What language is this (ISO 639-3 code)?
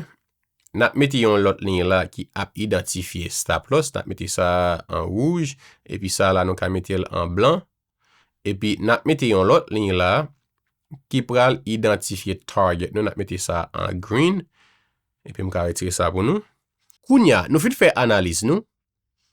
hat